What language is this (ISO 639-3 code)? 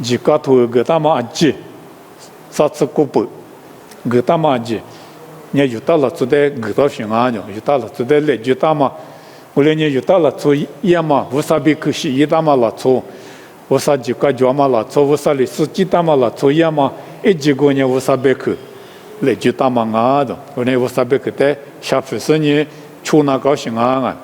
lis